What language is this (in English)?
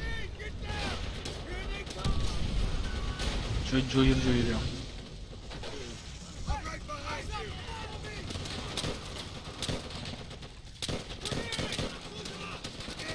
Turkish